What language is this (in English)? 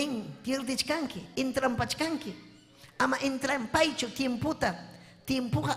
Ayacucho Quechua